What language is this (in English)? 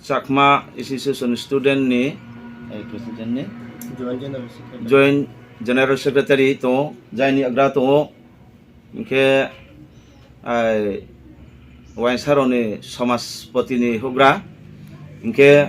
Riang (India)